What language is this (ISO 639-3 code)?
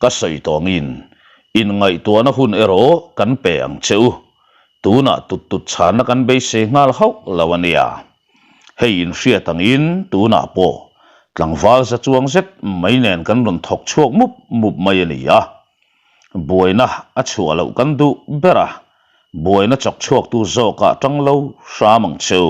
lus